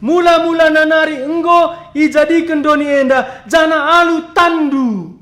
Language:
Batak Karo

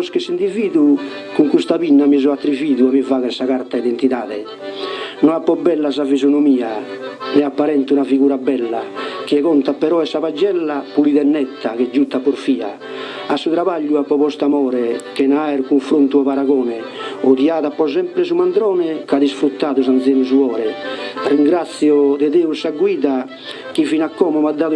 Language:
Sardinian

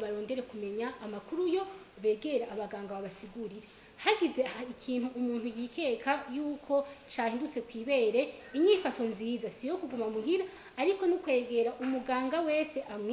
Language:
Rundi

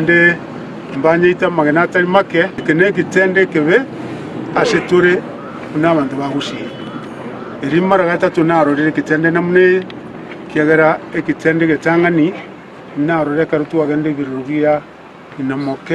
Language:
Gusii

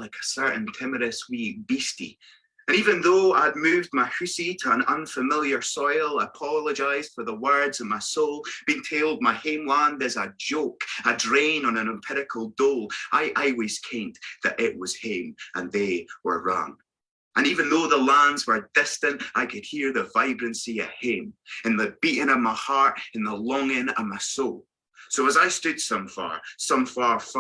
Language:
Scots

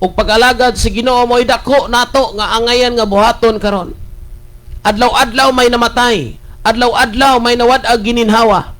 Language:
Cebuano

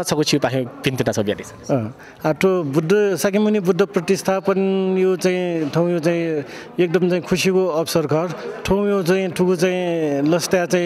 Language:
Newari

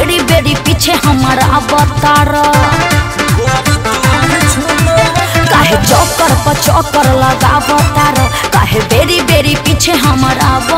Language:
Bhojpuri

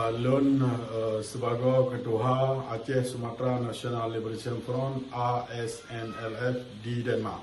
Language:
Achinese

